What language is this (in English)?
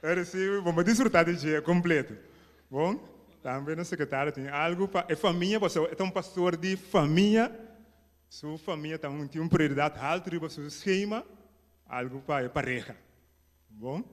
Papiamento